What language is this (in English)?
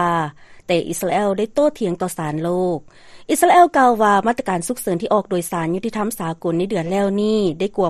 Lao